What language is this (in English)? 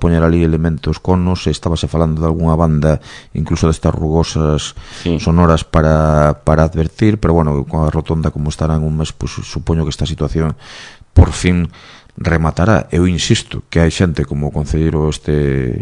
Galician